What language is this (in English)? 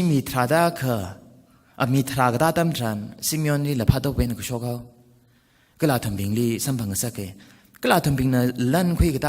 Tangkhul Naga (India)